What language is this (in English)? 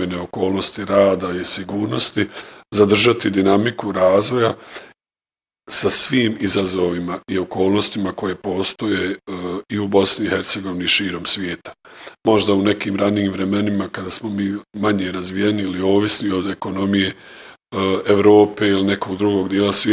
Bosnian